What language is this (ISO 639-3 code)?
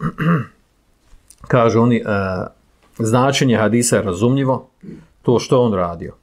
bos